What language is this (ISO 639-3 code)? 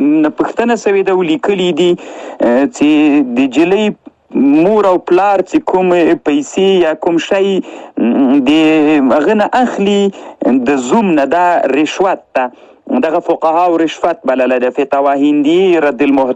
pus